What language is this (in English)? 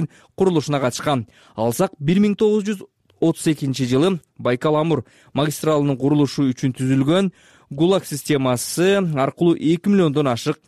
Kyrgyz